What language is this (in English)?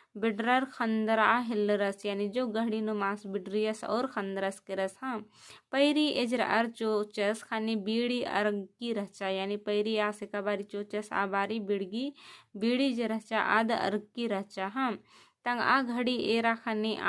Kurukh